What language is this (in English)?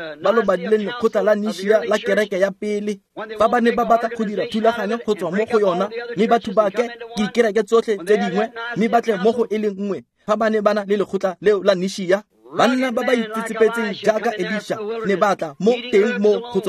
Tswana